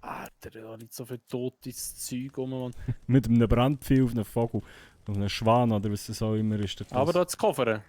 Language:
Swiss German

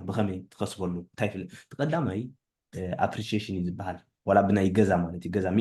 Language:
Tigrinya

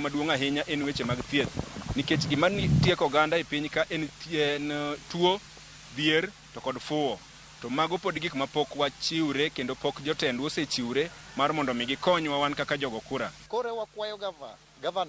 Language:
Luo (Kenya and Tanzania)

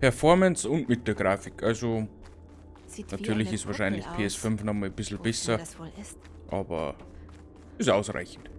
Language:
Bavarian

